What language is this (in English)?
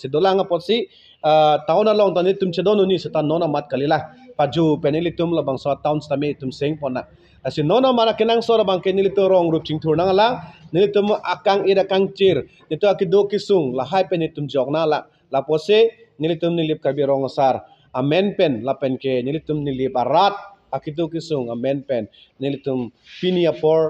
Karbi